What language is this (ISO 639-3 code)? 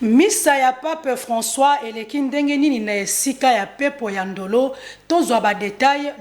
lin